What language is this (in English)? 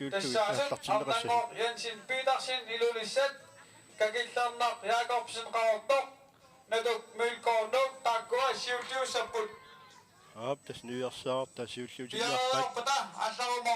Kalaallisut